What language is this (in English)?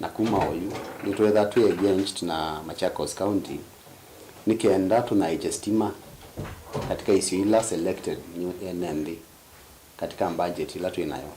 Kamba